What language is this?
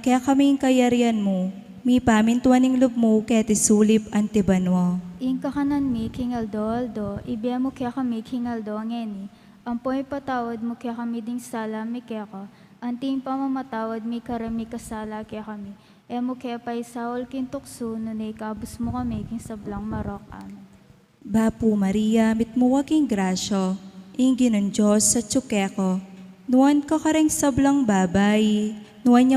Pampanga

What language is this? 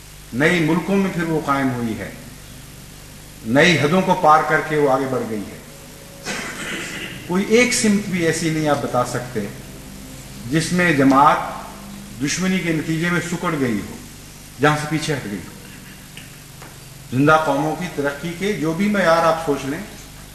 Urdu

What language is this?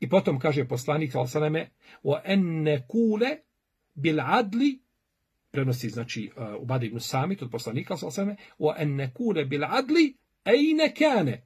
Bosnian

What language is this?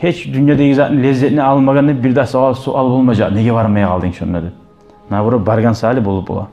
Kumyk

